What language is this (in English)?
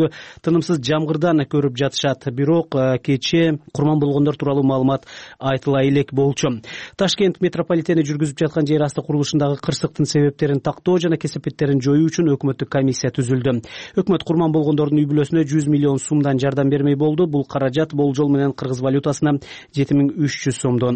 Kyrgyz